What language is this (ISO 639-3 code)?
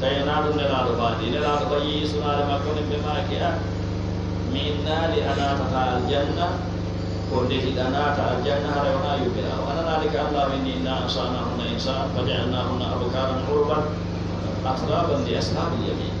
ful